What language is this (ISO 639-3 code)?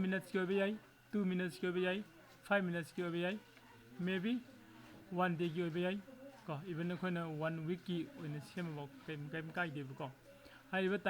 mni